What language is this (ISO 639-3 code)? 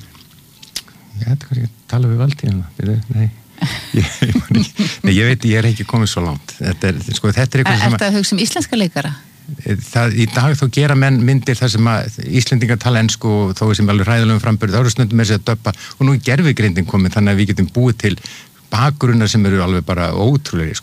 isl